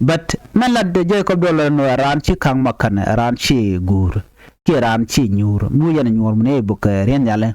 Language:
Nuer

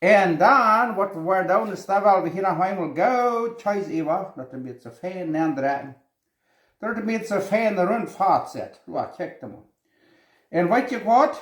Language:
Plautdietsch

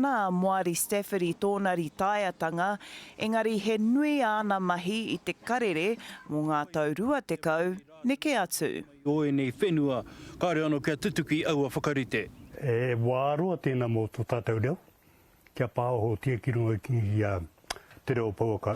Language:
Māori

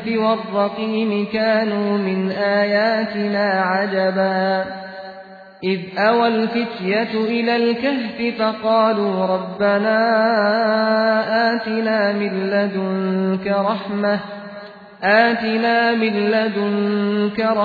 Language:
Arabic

